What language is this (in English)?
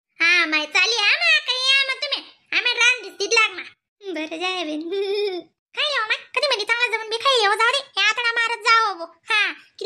Khandesi